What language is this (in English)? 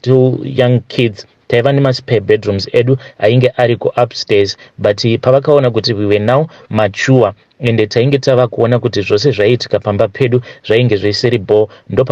Shona